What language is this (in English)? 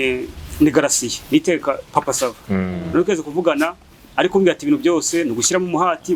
Kinyarwanda